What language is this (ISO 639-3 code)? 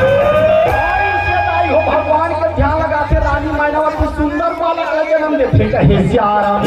hne